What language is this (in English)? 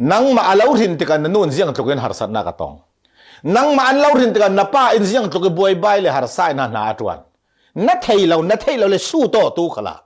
Falam Chin